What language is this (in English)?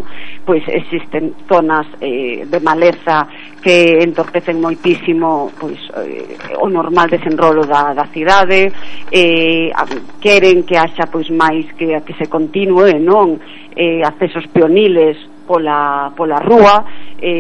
Galician